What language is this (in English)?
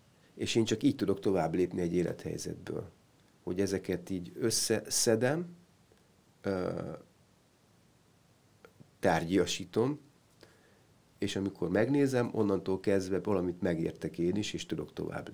Hungarian